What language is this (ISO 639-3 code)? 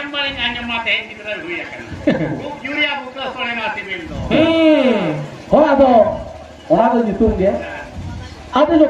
sat